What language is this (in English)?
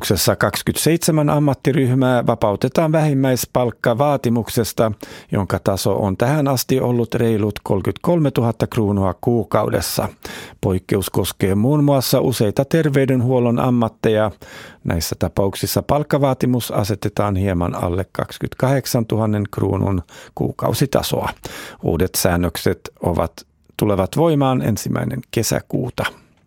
Finnish